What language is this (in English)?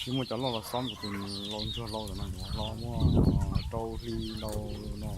Hmong